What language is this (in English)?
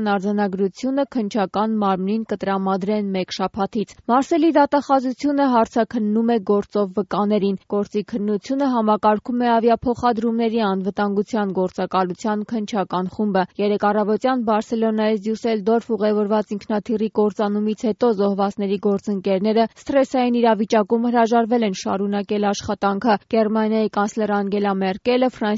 Armenian